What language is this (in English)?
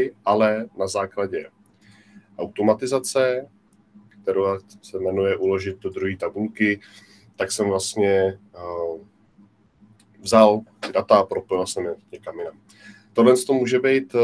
Czech